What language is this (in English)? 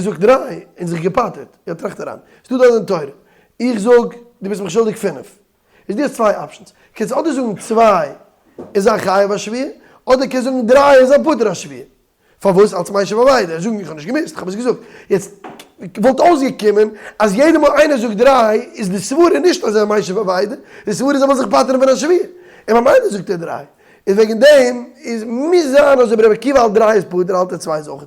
Yiddish